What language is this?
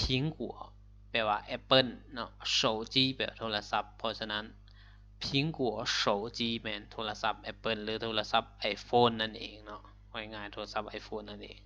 Lao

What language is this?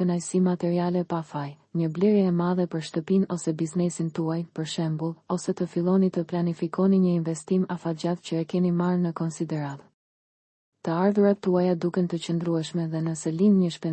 Albanian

